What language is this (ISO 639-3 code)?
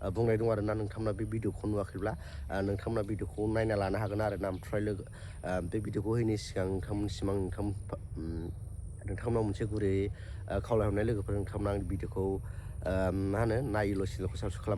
brx